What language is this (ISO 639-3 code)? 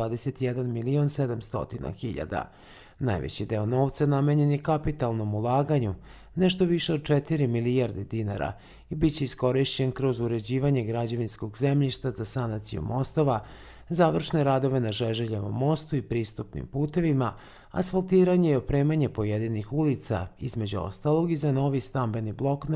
srp